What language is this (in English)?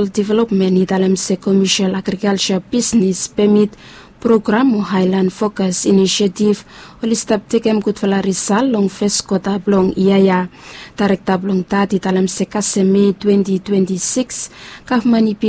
Bislama